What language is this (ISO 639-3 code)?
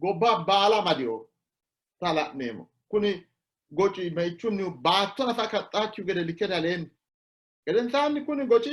sid